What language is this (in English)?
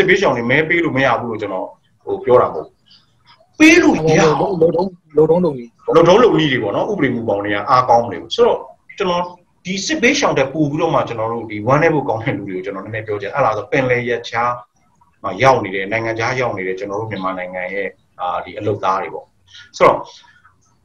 Burmese